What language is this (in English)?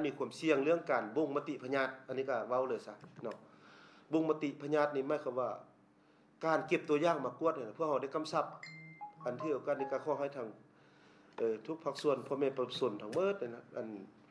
Lao